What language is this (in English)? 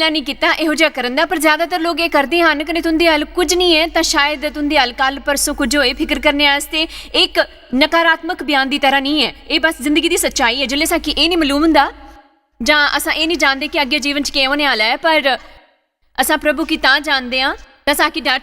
Dogri